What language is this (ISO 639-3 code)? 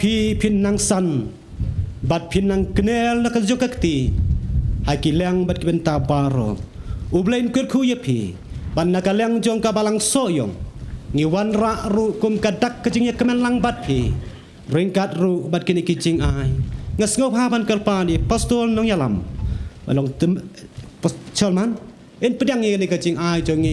kha